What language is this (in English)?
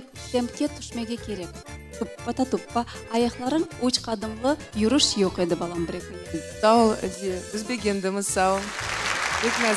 Crimean Tatar